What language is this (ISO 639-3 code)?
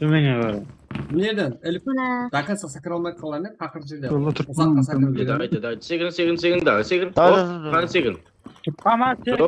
kaa